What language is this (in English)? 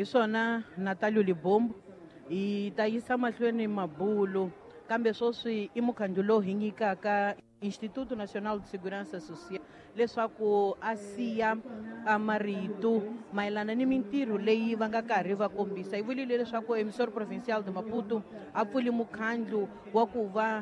Tsonga